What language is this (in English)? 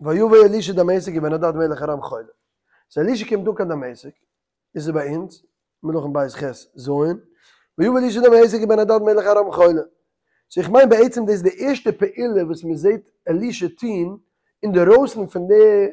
Yiddish